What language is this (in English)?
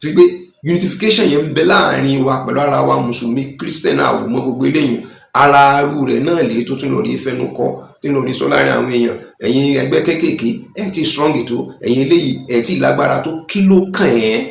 Yoruba